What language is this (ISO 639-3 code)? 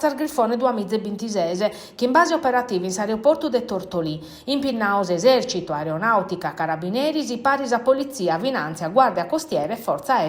srd